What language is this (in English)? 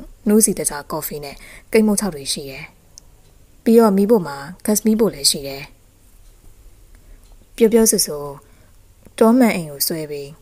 Burmese